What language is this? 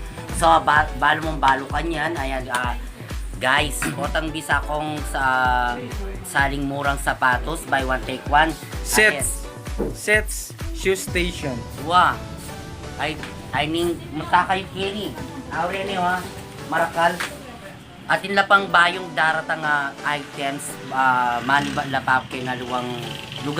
Pampanga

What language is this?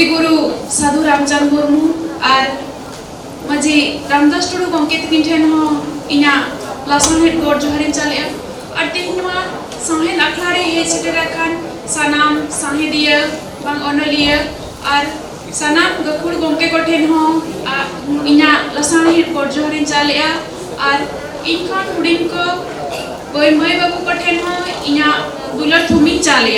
Santali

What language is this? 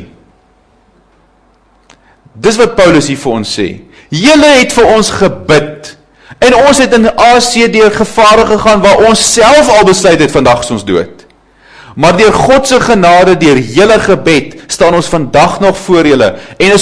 Afrikaans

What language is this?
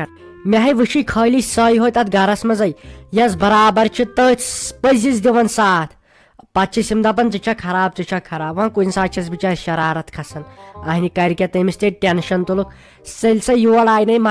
Kashmiri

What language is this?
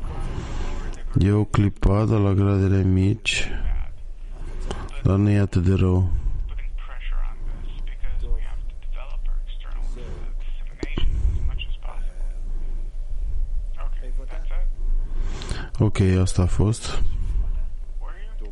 Romanian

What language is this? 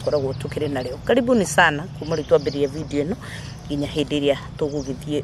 Kikuyu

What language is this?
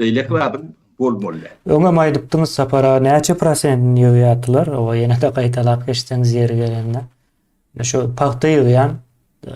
Turkmen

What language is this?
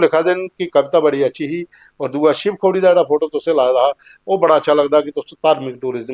Dogri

